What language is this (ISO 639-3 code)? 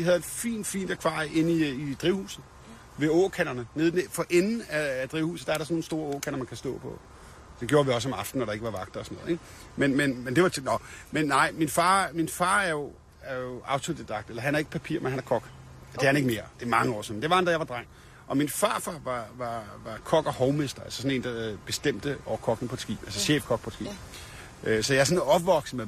dan